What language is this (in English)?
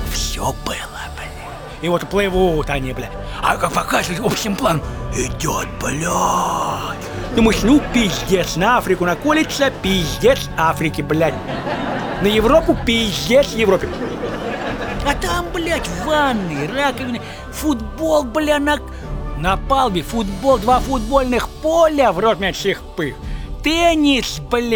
Russian